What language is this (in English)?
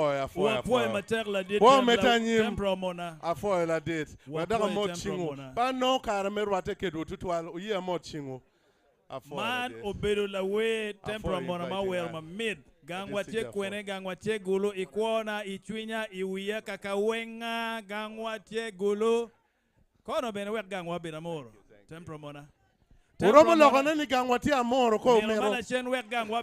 Acoli